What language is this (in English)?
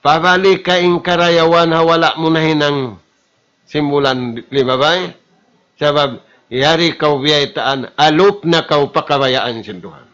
Tausug